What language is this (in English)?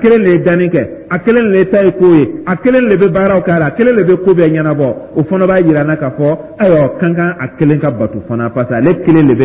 Dyula